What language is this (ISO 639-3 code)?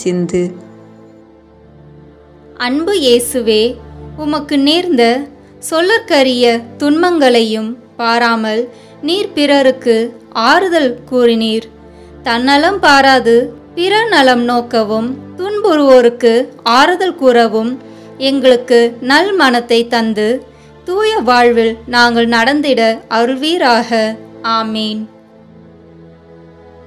tam